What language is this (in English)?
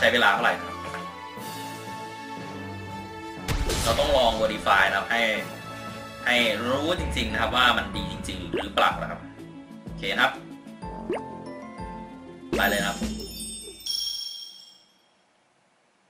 Thai